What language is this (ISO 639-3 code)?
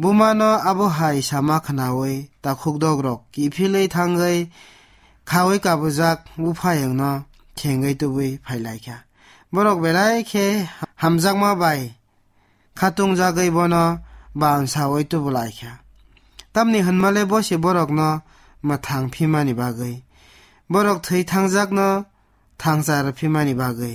trp